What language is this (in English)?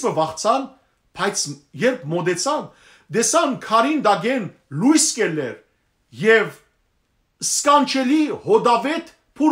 Western Armenian